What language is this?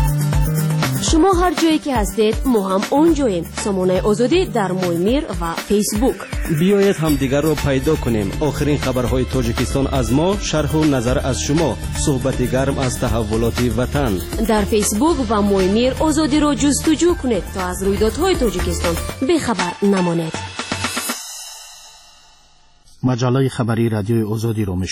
Persian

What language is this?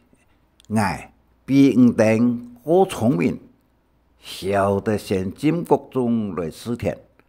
Hakka Chinese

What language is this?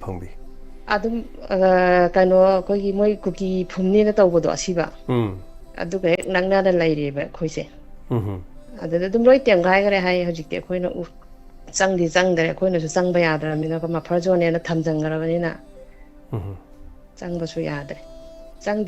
Manipuri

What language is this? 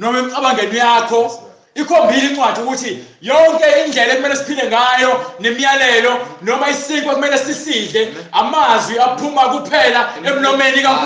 Zulu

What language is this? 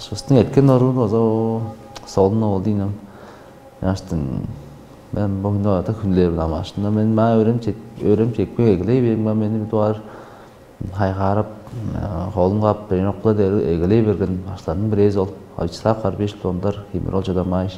Tuvinian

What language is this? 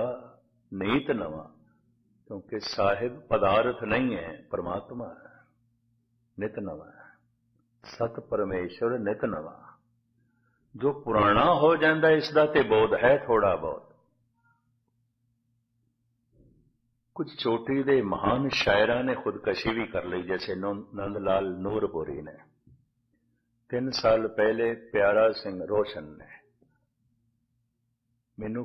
Punjabi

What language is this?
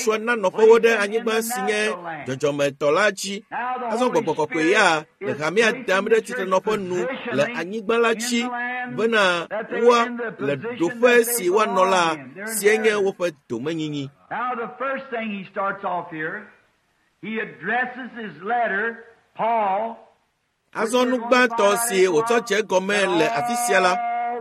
Ewe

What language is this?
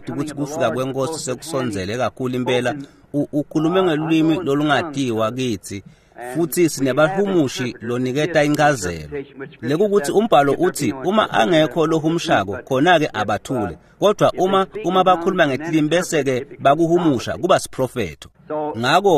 Swati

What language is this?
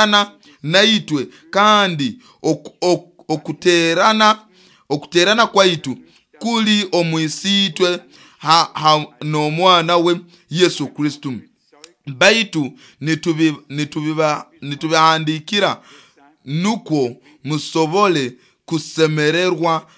Nyoro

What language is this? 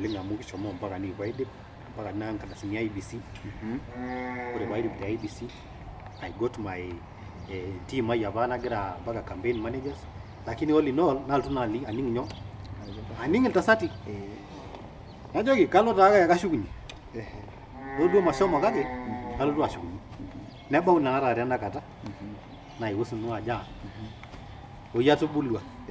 Masai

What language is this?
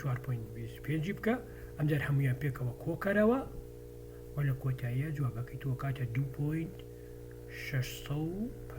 Central Kurdish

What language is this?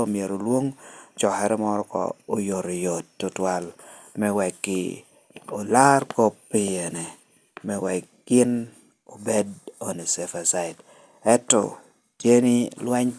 Lango (Uganda)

